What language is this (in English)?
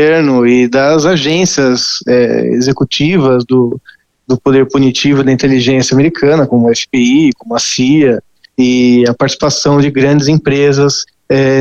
Portuguese